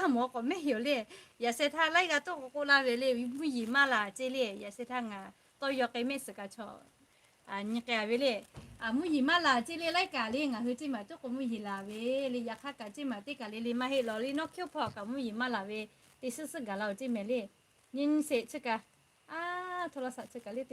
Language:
Lahu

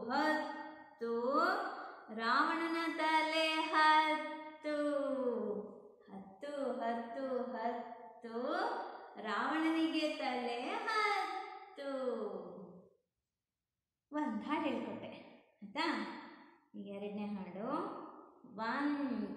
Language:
Kannada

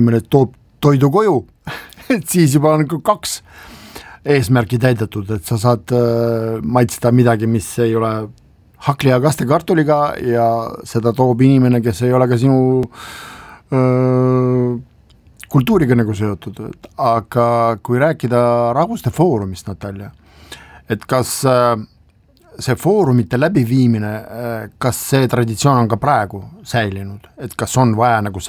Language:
Estonian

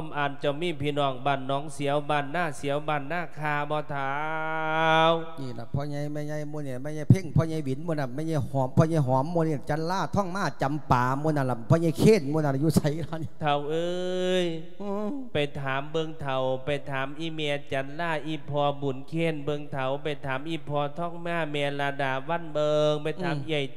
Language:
Lao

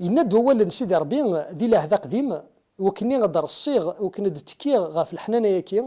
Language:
Kabyle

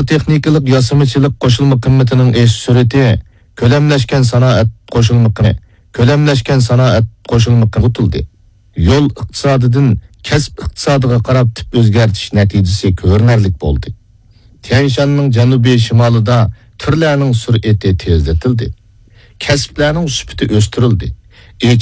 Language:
Uyghur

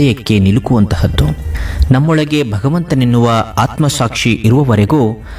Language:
Kannada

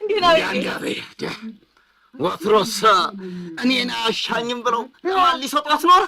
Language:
Amharic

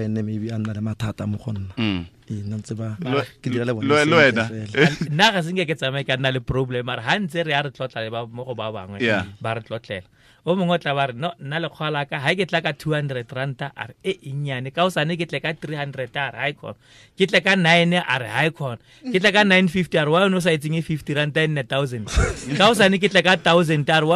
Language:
Tswana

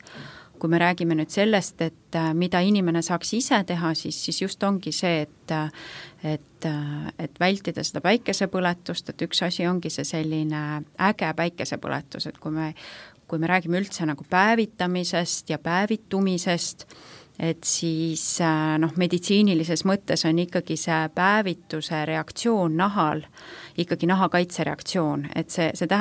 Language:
Estonian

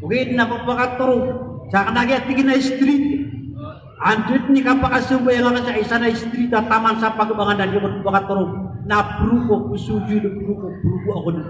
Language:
Maranao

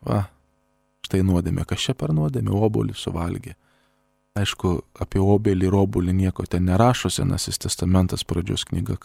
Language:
Lithuanian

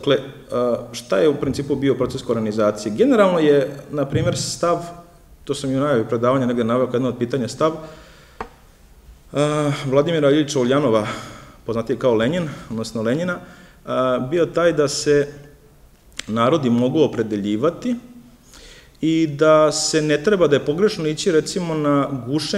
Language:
Serbian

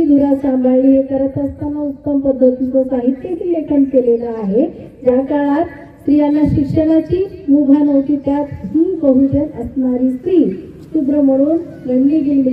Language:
Marathi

